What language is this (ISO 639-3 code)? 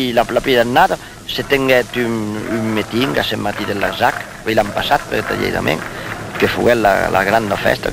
oci